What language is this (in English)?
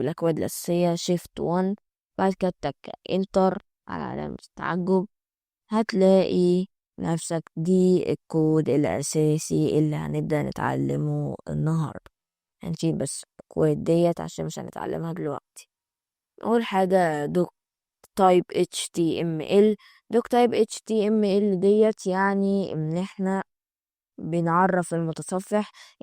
Egyptian Arabic